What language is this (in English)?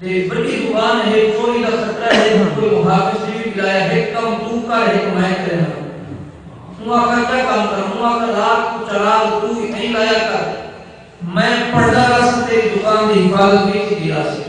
Saraiki